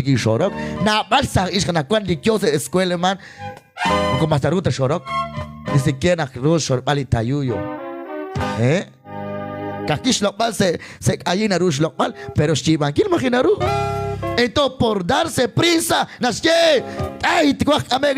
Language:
Kekchí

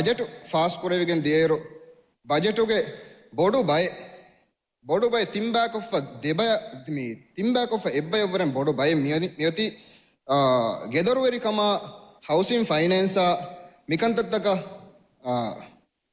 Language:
Divehi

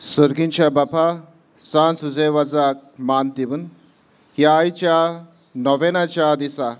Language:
Konkani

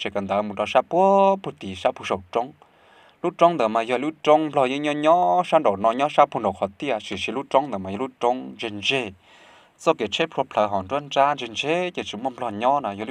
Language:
Hmong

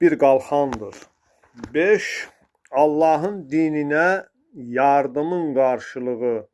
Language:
Azerbaijani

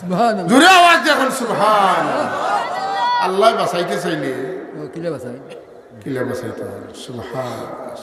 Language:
Sylheti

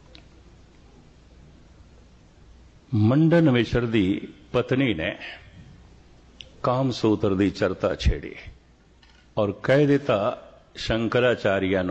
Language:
Punjabi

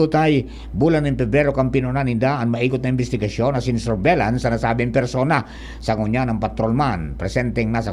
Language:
Bikol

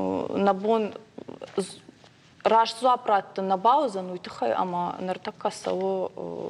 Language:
Ossetic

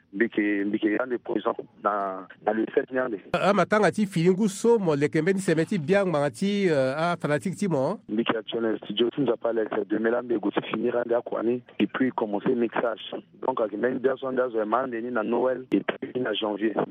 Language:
Sango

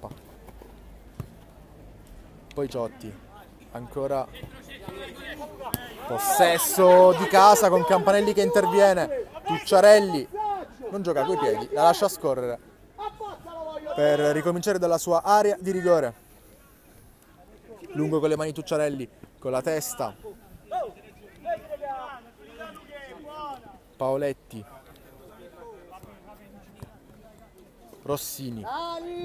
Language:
Italian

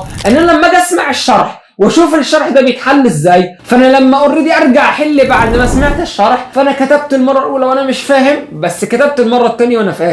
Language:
Egyptian Arabic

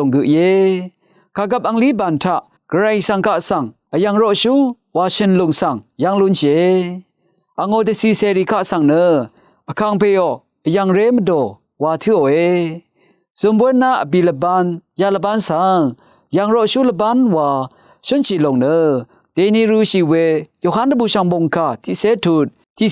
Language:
Rawang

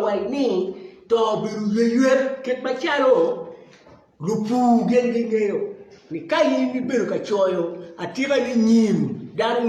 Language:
Acoli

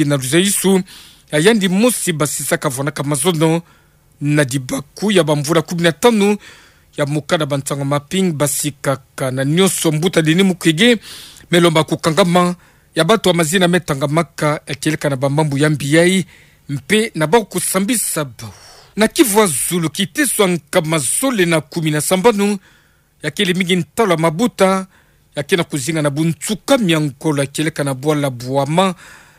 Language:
Kituba (Democratic Republic of Congo)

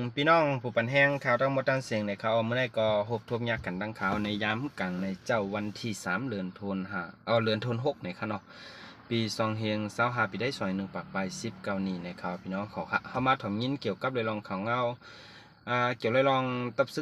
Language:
Shan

